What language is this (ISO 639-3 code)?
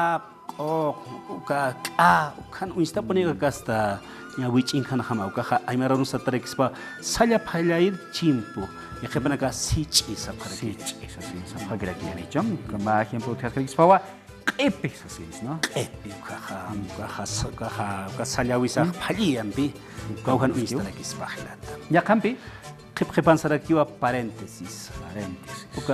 aym